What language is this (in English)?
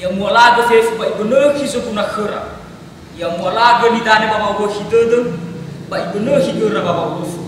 Nias